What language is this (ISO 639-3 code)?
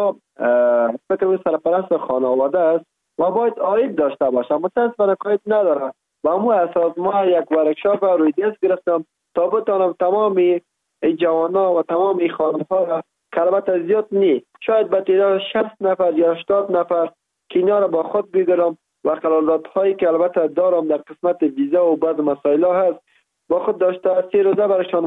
fas